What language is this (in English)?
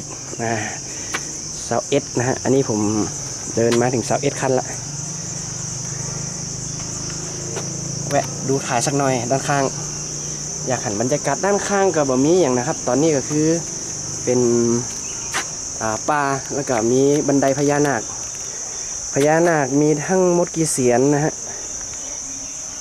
Thai